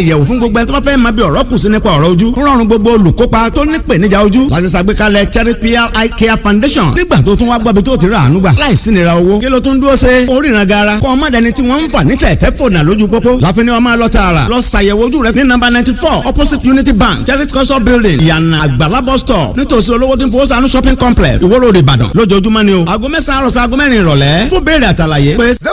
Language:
Yoruba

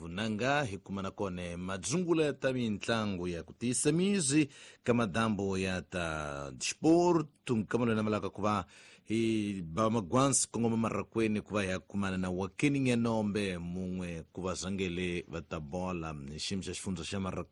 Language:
Tsonga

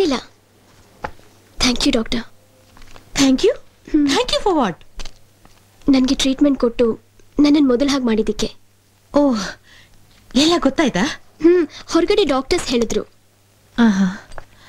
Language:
Kannada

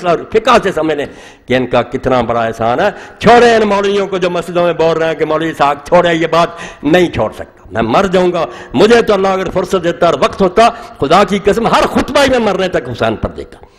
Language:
Urdu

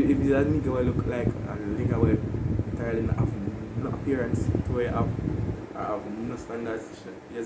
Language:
Jamaican Creole English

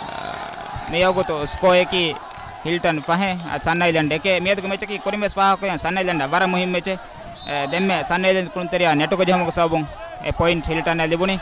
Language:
Divehi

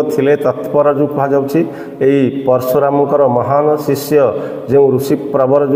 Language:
Odia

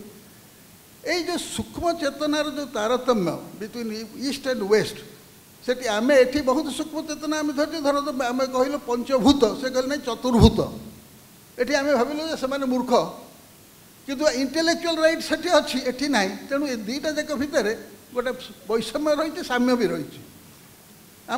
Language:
Odia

